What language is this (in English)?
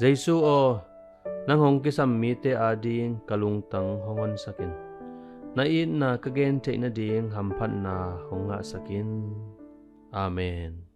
Tedim Chin